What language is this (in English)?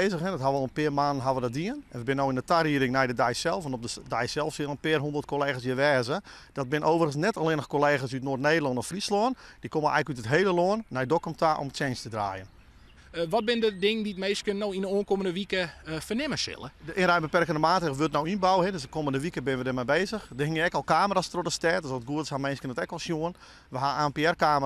Western Frisian